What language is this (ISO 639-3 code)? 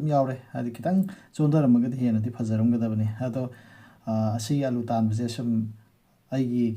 mni